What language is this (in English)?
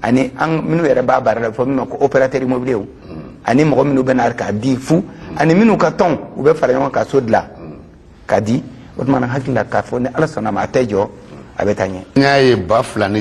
Bambara